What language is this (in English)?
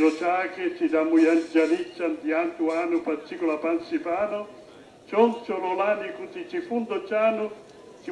Nyanja